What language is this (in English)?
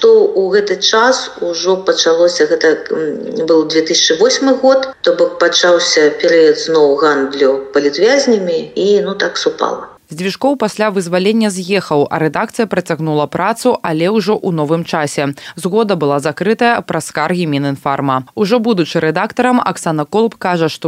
Belarusian